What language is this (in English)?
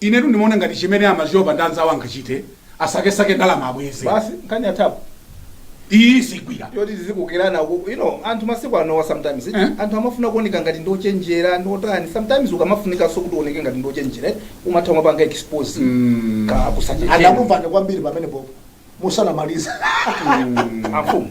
Nyanja